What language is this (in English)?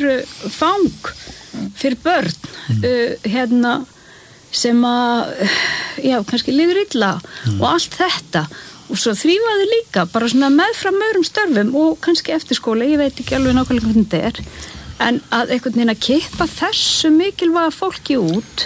Icelandic